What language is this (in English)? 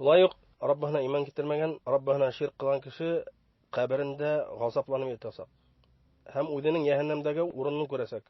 Bashkir